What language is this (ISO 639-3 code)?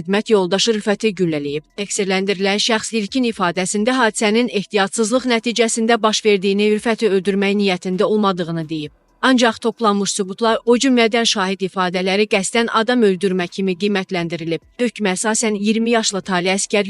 aze